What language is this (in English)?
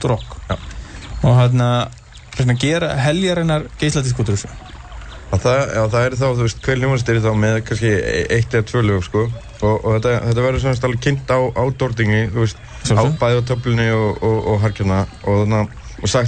Icelandic